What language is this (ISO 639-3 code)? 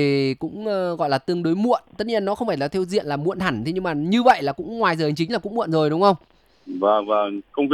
vie